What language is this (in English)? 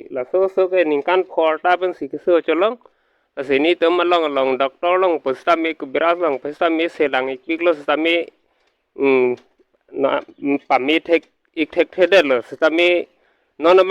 Karbi